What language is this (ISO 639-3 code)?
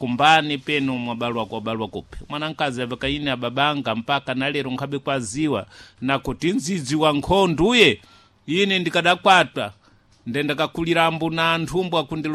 seh